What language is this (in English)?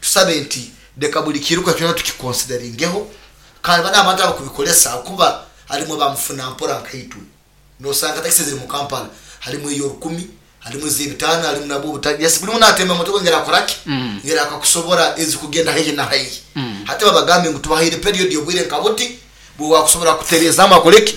Nyoro